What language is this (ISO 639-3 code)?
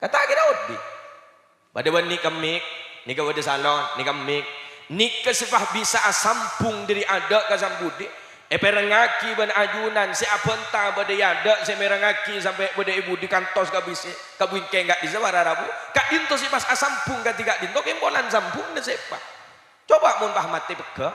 mad